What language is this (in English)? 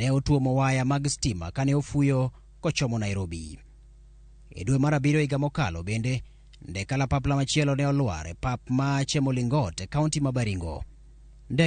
Luo (Kenya and Tanzania)